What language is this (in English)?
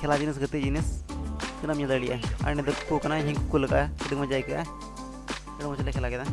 Santali